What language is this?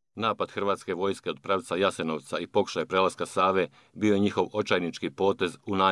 Croatian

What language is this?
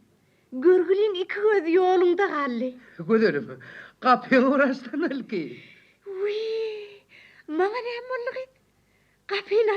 Turkmen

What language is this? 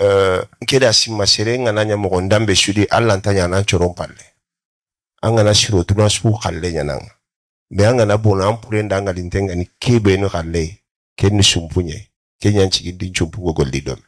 Bambara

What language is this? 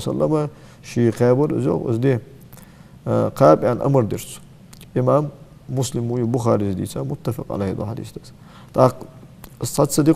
Ingush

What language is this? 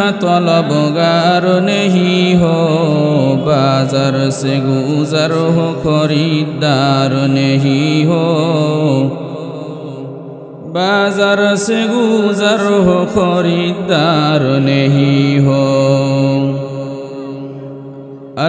Bangla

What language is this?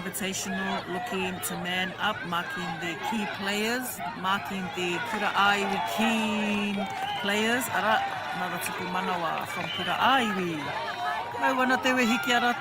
Māori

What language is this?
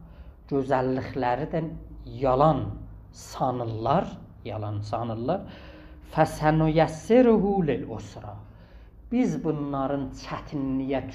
South Azerbaijani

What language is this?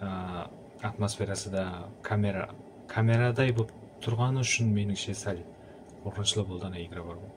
Kara-Kalpak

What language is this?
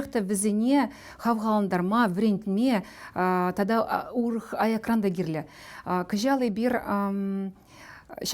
Chuvash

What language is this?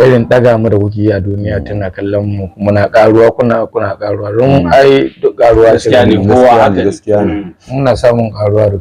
Hausa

